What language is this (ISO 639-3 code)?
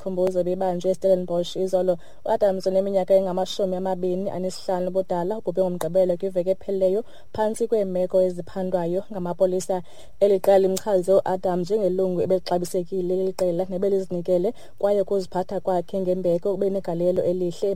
xho